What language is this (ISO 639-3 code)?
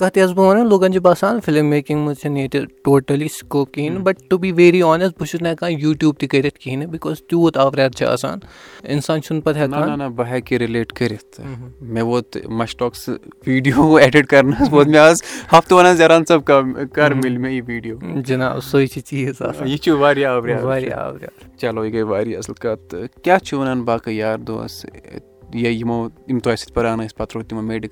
kas